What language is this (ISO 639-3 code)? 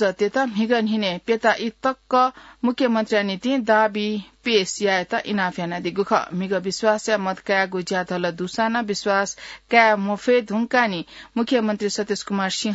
new